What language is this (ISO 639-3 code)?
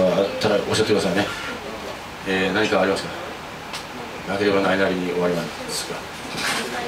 jpn